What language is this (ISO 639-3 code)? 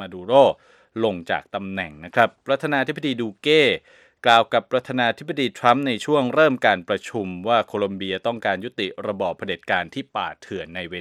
tha